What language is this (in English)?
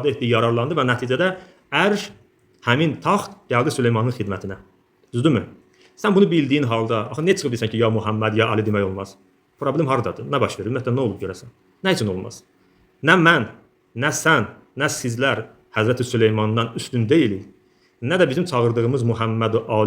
Azerbaijani